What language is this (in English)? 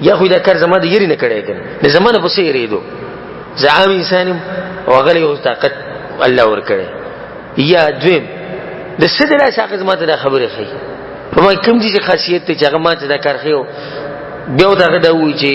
Pashto